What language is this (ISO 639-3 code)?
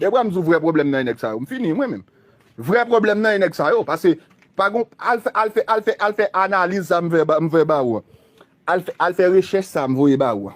hat